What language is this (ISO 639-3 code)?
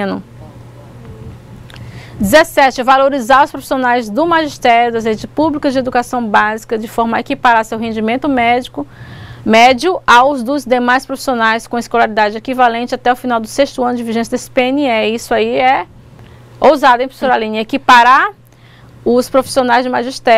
por